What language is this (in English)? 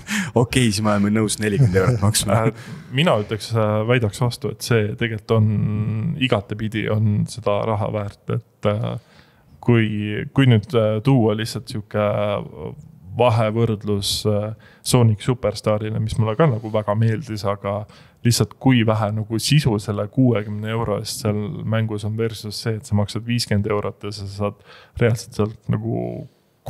Estonian